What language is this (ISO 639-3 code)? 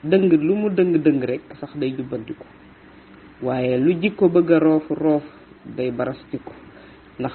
wol